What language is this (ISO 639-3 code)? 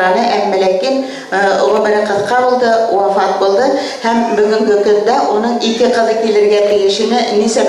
bak